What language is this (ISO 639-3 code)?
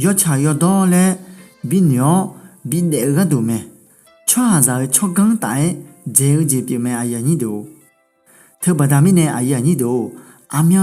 ahk